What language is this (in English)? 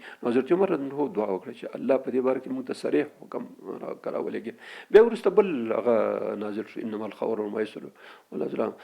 Pashto